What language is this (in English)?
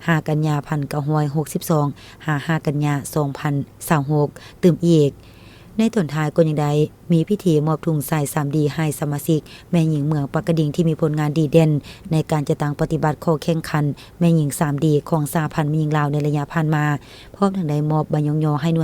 Lao